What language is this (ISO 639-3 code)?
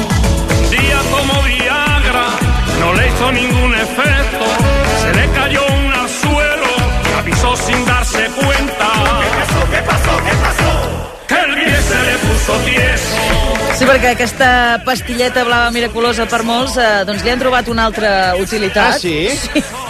cat